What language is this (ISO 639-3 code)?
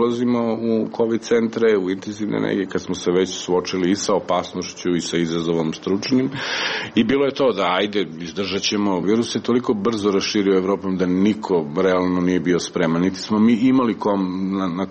srp